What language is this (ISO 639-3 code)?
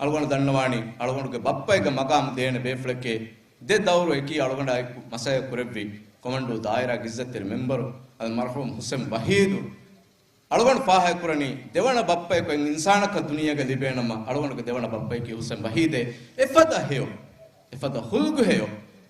div